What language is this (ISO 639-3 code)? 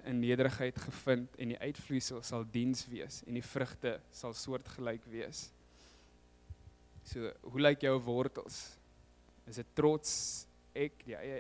afr